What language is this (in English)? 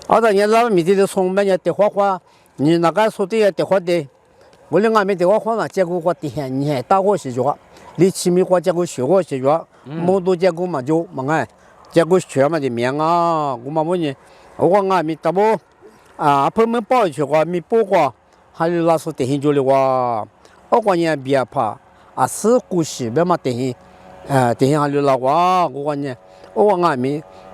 Lisu